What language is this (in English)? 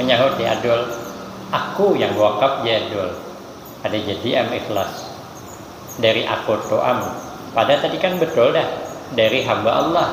Banjar